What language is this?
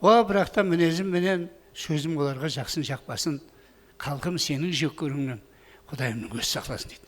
Kara-Kalpak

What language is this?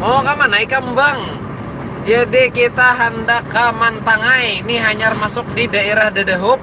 Banjar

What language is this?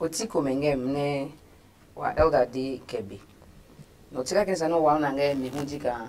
Adangme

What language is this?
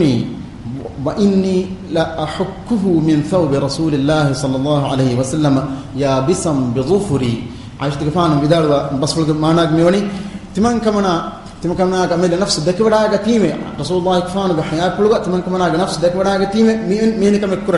Divehi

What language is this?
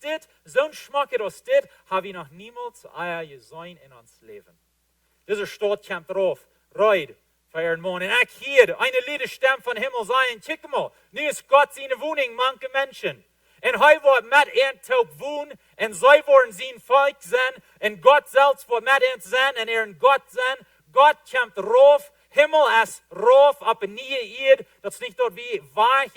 Plautdietsch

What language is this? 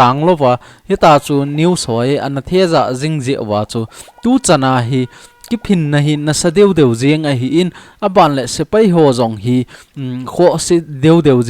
Thado Chin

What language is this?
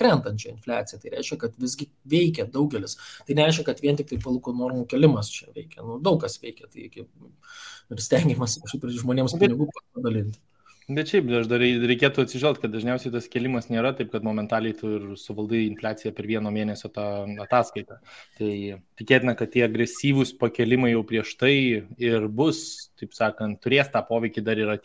Lithuanian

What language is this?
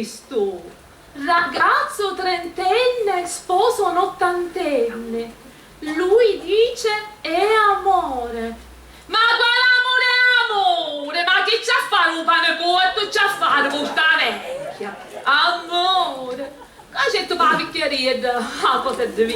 Sicilian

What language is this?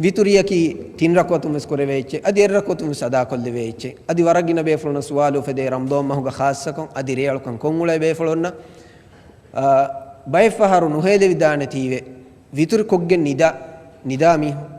Divehi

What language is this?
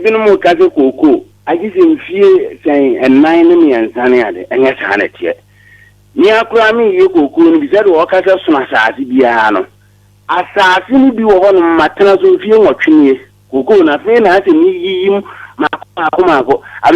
Akan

